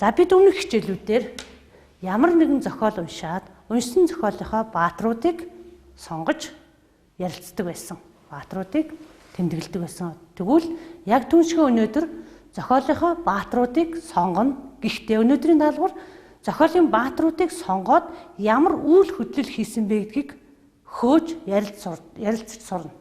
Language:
Mongolian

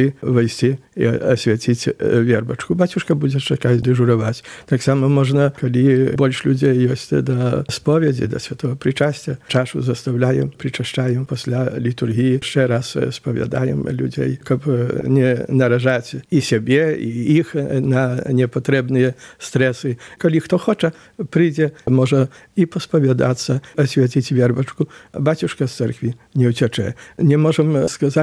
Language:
Belarusian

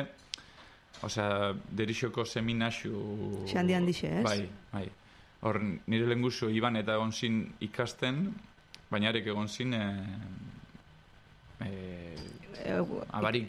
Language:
Basque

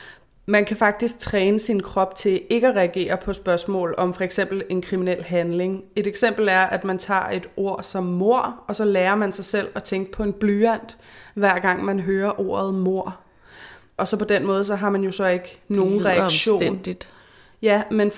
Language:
Danish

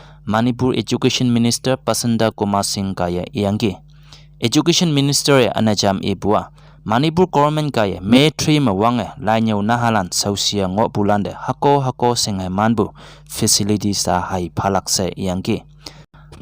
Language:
Konyak Naga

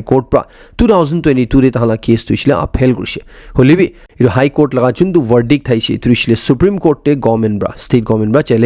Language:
Naga Pidgin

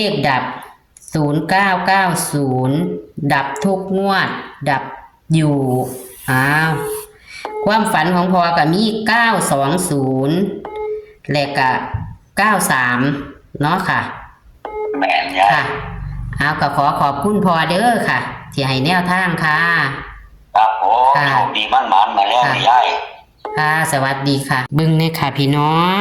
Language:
Northeastern Thai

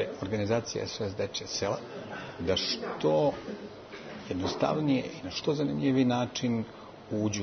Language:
Serbian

